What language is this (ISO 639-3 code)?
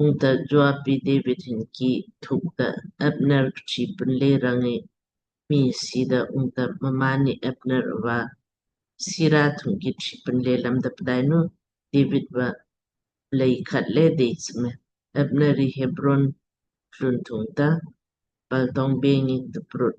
lmk